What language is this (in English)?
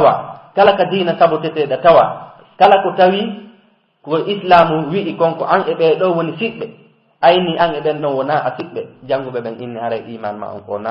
Fula